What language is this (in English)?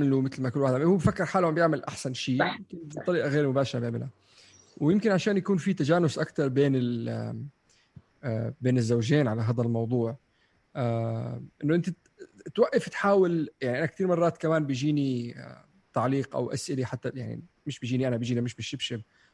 North Levantine Arabic